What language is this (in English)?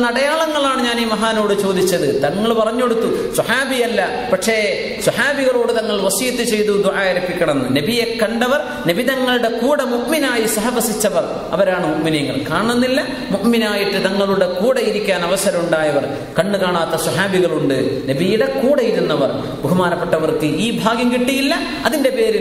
Malayalam